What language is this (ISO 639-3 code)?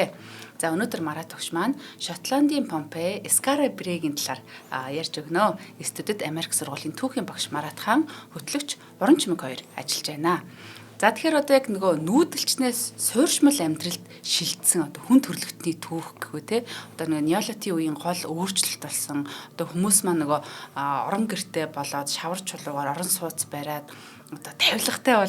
mon